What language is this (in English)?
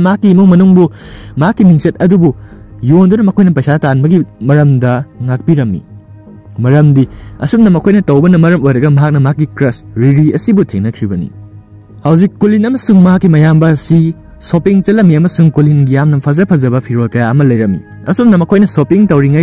Manipuri